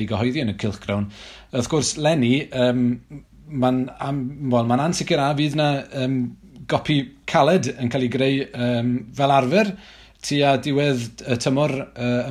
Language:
Welsh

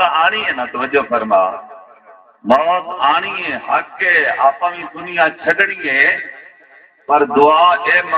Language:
Saraiki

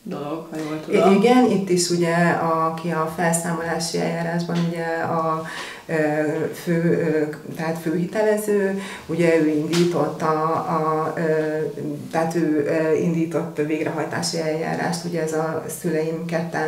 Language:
Hungarian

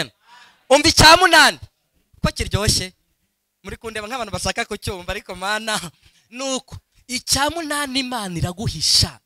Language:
Kinyarwanda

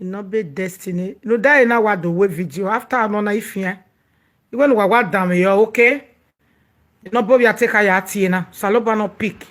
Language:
Nigerian Pidgin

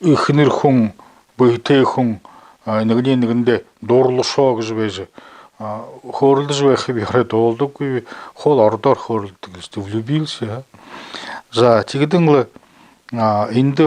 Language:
Buriat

